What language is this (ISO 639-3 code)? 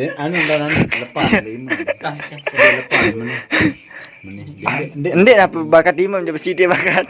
sas